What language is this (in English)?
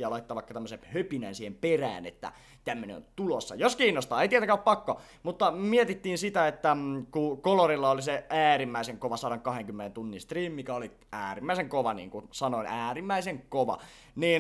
Finnish